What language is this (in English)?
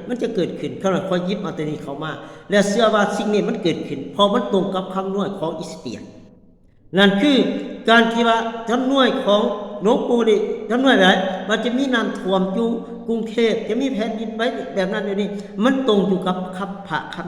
Lao